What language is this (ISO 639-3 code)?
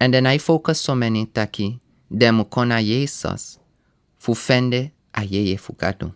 srn